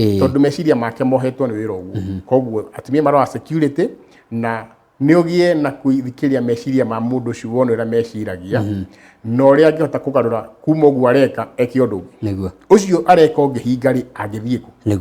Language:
Kikuyu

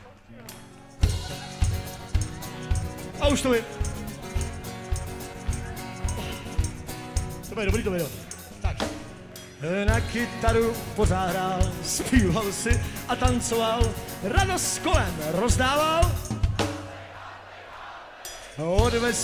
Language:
Czech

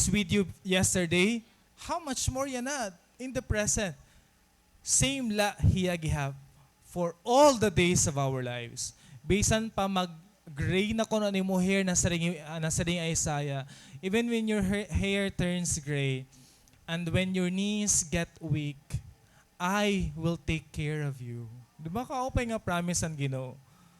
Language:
Waray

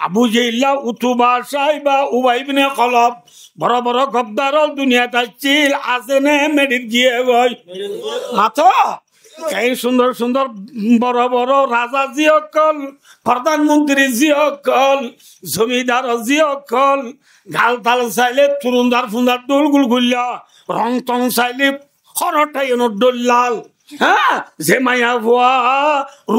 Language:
Rohingya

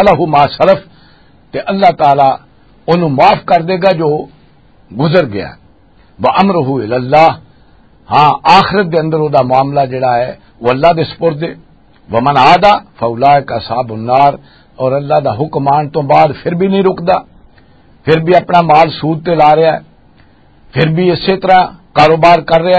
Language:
Western Panjabi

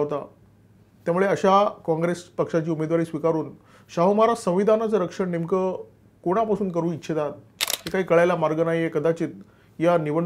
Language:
Marathi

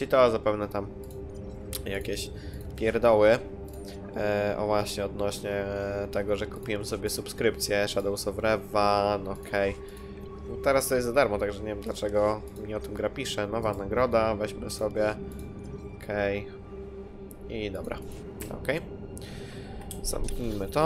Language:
Polish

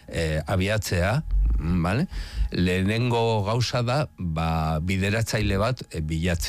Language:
Basque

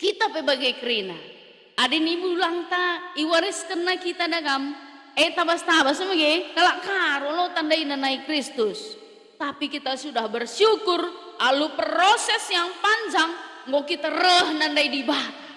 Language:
Batak Karo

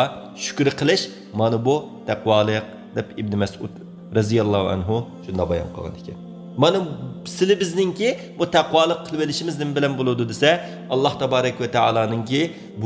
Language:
Uyghur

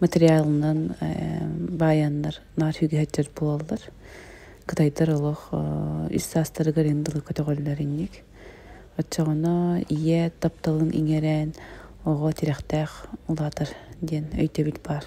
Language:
Yakut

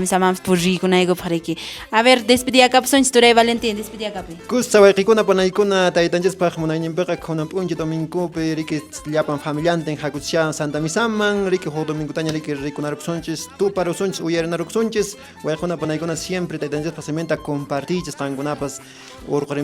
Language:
Quechua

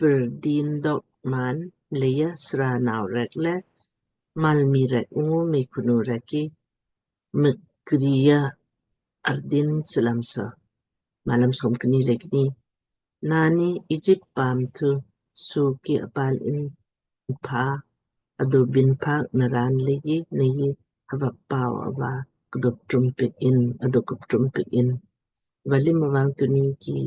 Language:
Lamkang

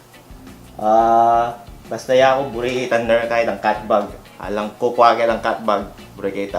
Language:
Pampanga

